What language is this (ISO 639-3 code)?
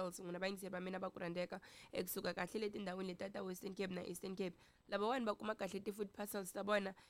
tso